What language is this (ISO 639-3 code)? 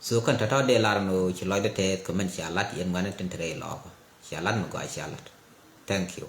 nus